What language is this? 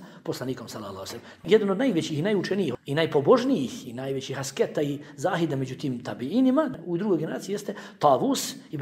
Bosnian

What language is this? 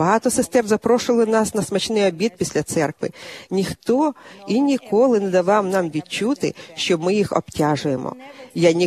Ukrainian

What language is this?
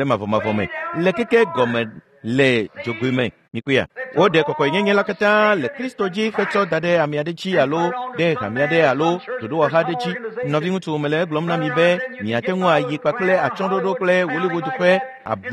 Ewe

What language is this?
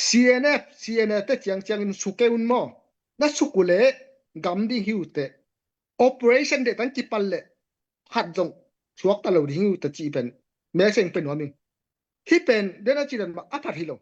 Tedim Chin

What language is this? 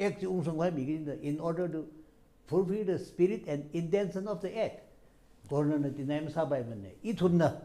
Tangkhul Naga (India)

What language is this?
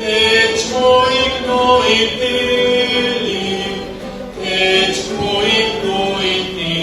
Nahuatl languages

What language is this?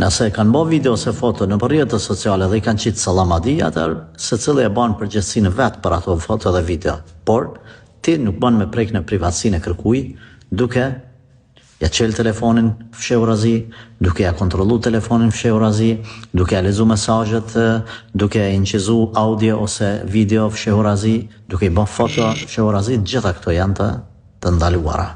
Albanian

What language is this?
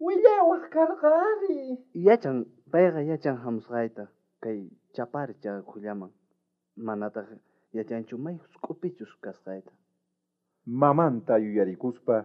South Bolivian Quechua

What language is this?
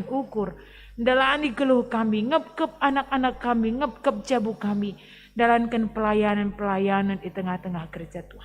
Batak Karo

